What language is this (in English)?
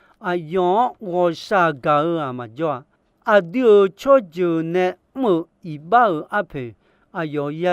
Akha